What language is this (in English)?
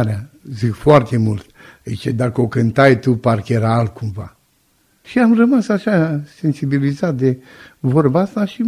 Romanian